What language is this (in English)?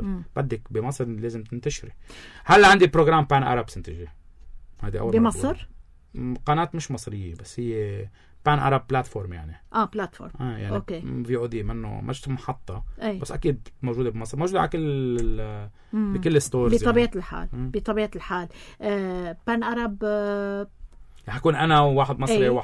North Levantine Arabic